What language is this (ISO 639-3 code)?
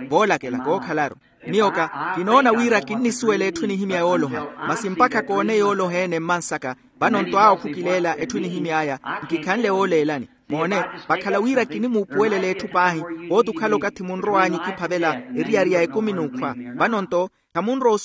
vmw